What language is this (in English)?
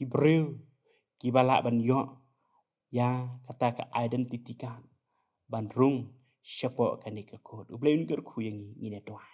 Khasi